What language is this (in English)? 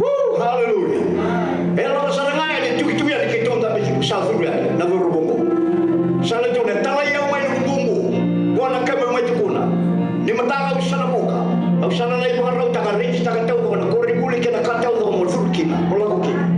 Fijian